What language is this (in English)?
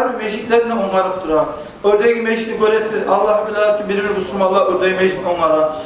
Kumyk